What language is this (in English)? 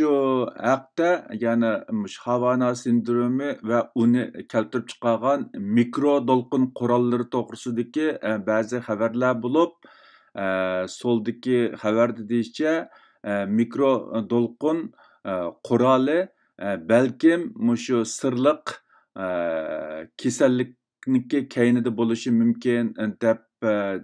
Uyghur